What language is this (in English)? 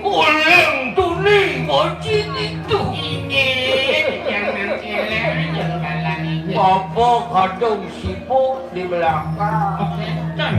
Balinese